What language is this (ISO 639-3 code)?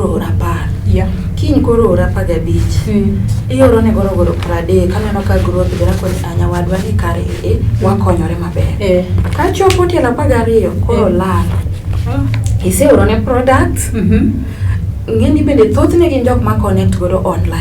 luo